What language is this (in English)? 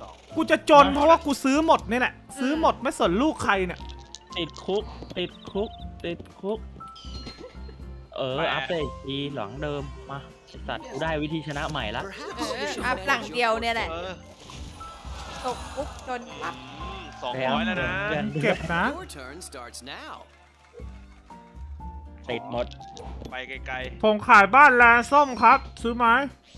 Thai